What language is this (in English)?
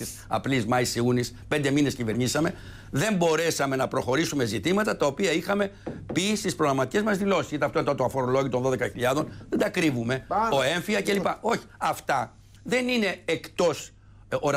Greek